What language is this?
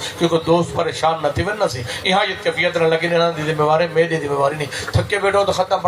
Saraiki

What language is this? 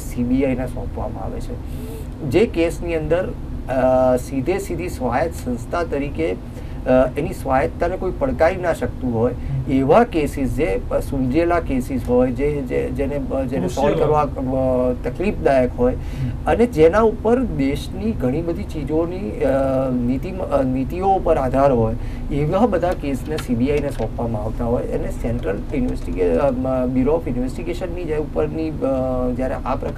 Gujarati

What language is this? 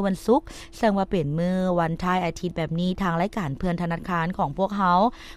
Lao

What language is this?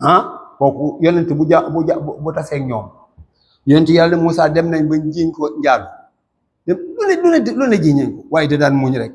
Wolof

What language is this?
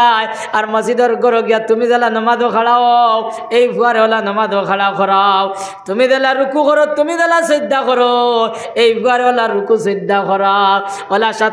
Sylheti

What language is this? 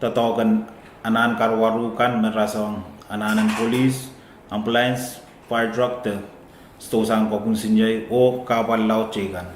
Pohnpeian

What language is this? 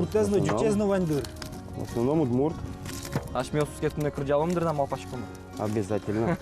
Udmurt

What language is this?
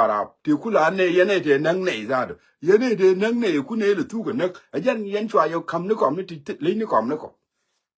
Nuer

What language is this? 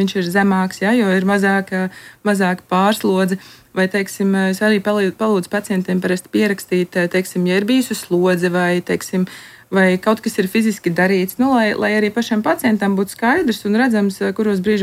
Latvian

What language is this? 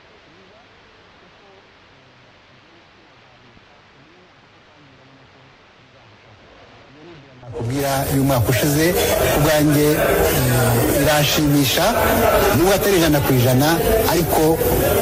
Kinyarwanda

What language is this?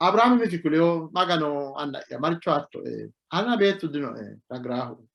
Sidamo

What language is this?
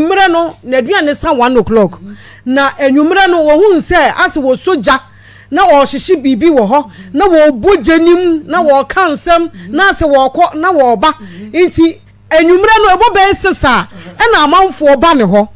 Akan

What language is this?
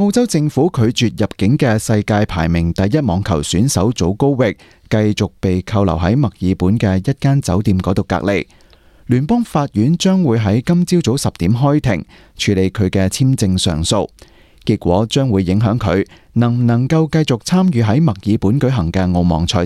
Cantonese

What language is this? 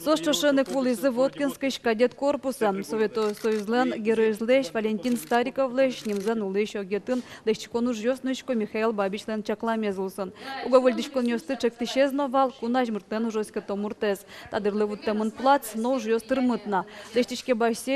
Udmurt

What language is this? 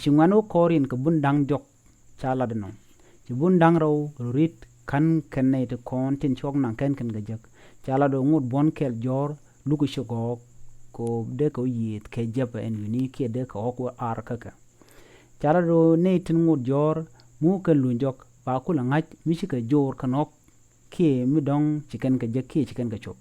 Nuer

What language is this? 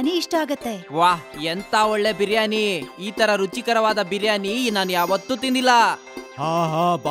Kannada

